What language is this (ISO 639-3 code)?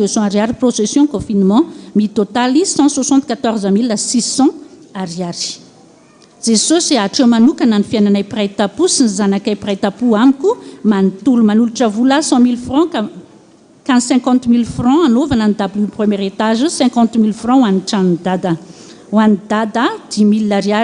mlg